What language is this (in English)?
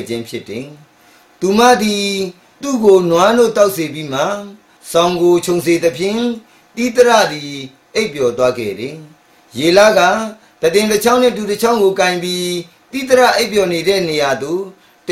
Burmese